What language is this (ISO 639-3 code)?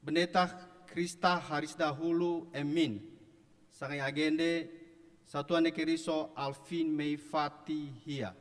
nia